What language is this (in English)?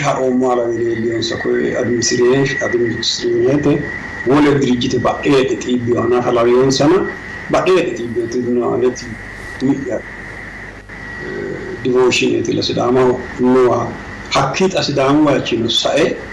Sidamo